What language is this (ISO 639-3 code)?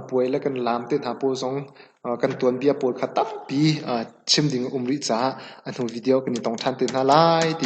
cnh